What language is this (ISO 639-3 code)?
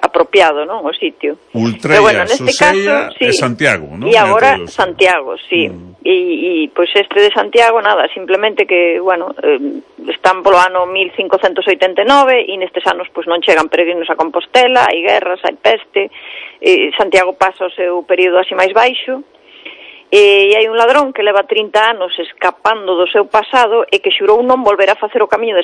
glg